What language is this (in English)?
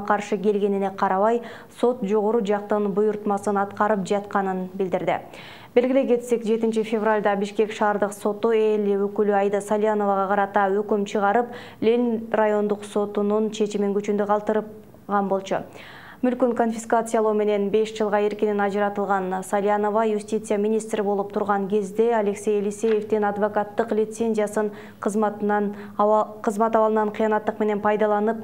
Kyrgyz